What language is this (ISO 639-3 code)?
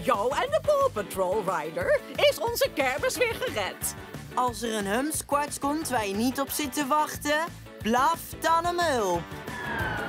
nld